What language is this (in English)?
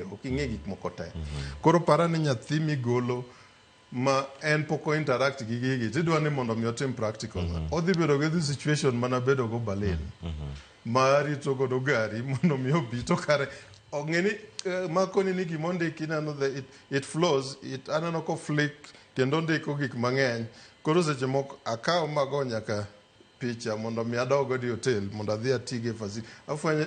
Luo (Kenya and Tanzania)